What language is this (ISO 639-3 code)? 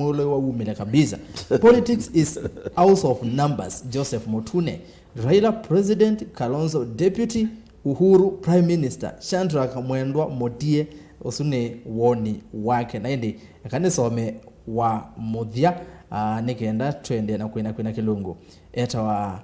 kam